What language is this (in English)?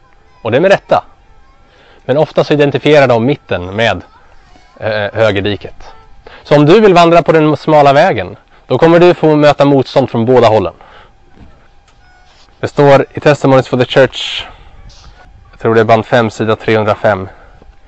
Swedish